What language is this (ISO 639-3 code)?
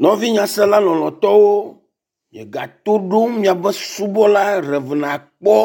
ewe